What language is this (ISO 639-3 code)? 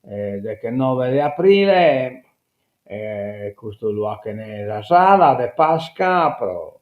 srd